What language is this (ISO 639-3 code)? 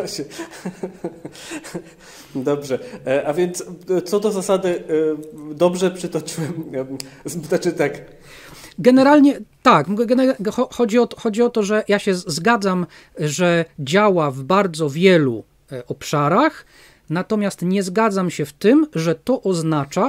pol